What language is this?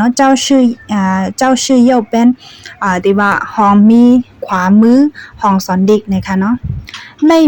Shan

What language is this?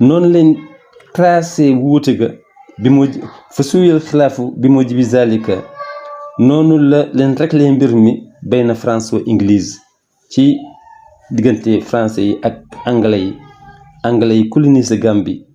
Wolof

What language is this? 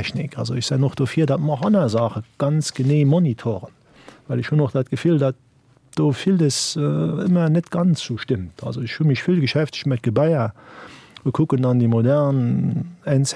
Luxembourgish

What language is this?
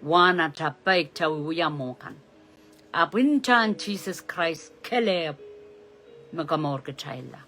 Pohnpeian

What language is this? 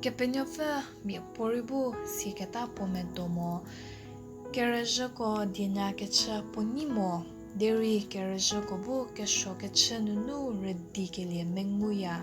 Angami Naga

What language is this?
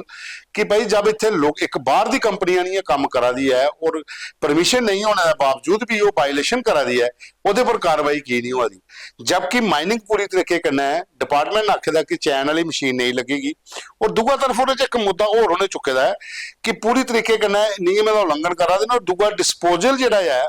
Dogri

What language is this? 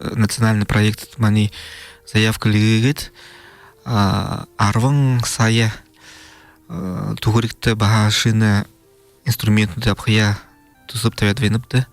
Buriat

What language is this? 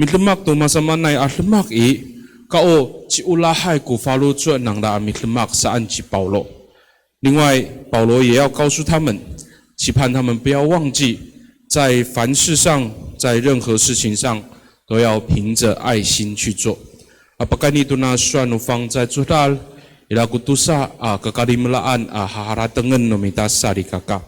Amis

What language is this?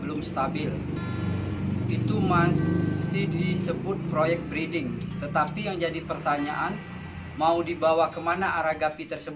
Indonesian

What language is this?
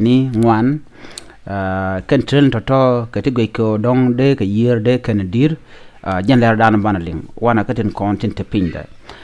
Nuer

